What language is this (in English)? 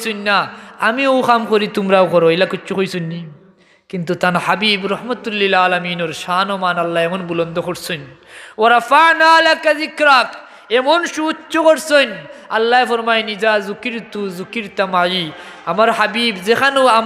Sylheti